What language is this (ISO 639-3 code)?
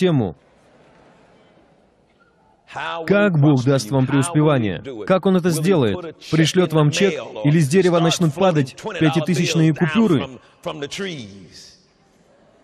rus